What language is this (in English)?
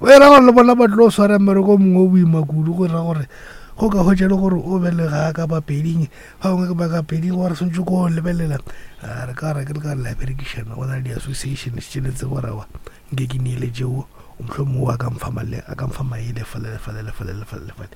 Northern Sotho